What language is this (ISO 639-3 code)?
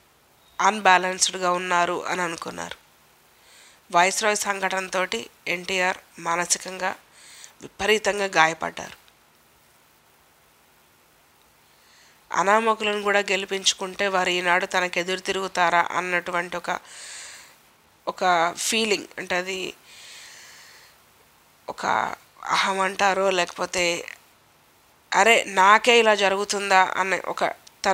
tel